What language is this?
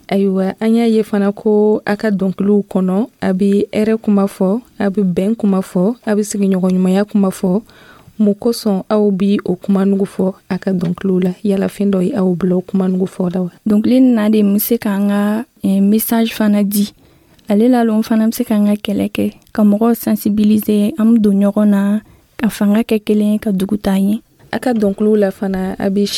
Dyula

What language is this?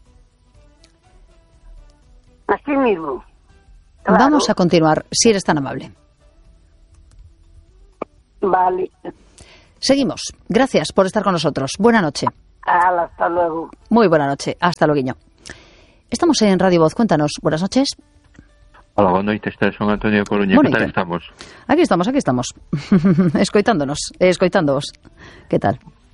Spanish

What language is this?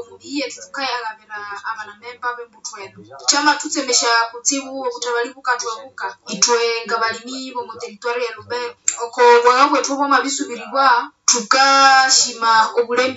Nande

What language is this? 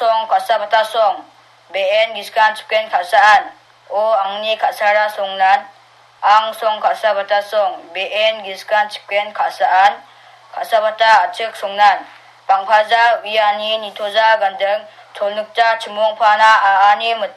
Garo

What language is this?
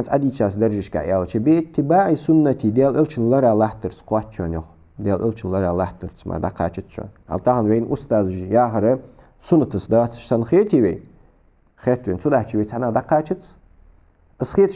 Ingush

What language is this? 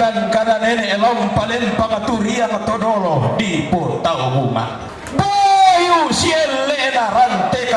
Toraja-Sa'dan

